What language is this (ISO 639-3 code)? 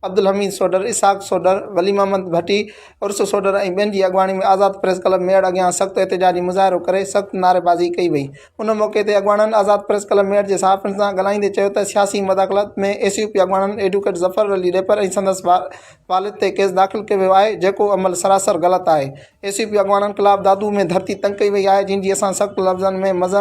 snd